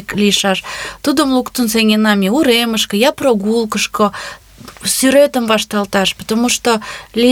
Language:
Mari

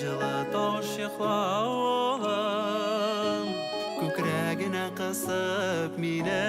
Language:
Bashkir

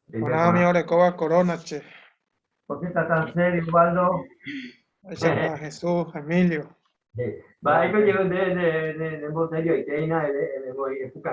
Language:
Guarani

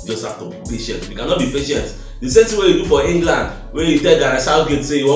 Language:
Nigerian Pidgin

